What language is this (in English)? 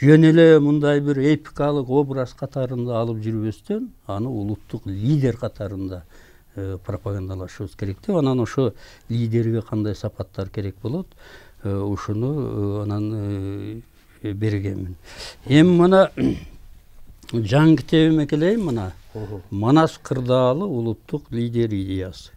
Kyrgyz